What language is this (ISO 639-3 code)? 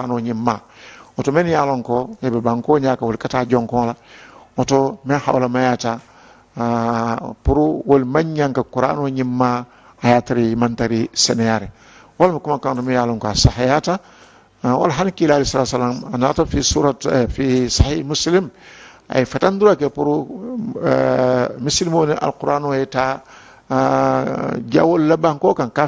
man